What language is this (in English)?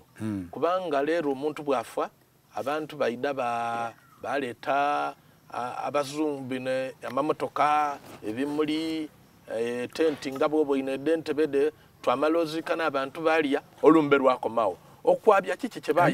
Soga